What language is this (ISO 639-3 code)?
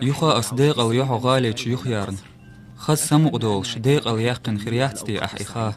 che